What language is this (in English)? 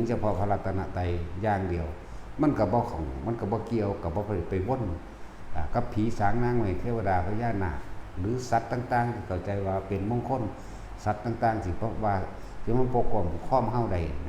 Northeastern Thai